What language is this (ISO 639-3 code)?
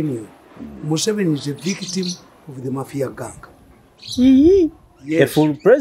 eng